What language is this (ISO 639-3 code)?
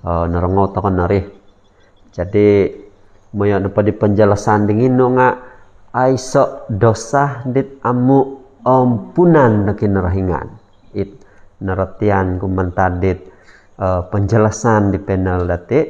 dtp